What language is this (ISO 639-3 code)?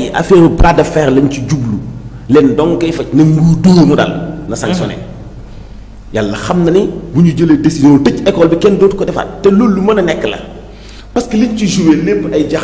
wol